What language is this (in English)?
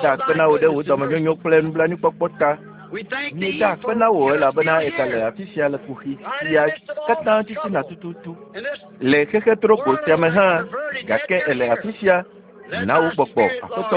Ewe